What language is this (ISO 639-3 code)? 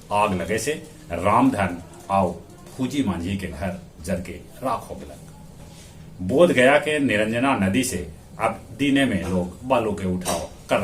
mag